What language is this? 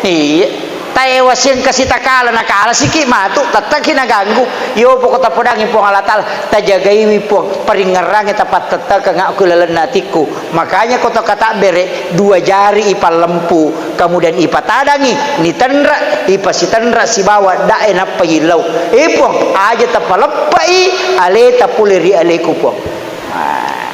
Buginese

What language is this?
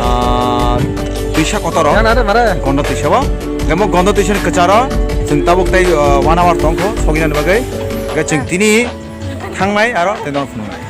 Kok Borok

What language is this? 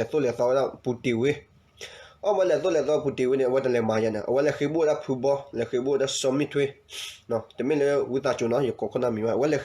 S'gaw Karen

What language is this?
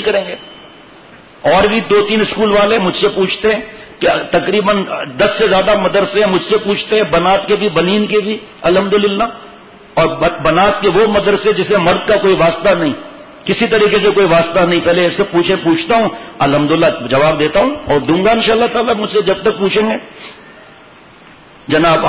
Urdu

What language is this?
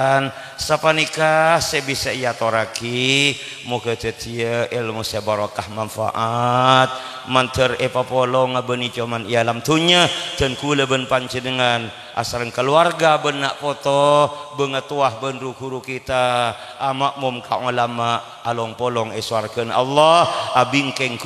Madurese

